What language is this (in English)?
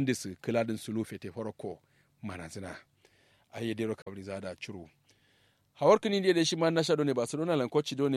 Kanuri